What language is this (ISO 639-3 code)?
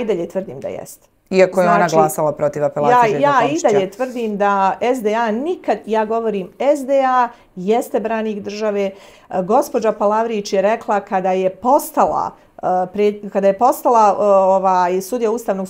hrv